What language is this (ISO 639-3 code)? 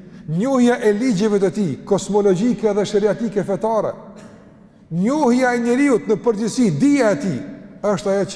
sqi